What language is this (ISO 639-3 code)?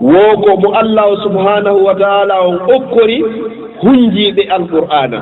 ful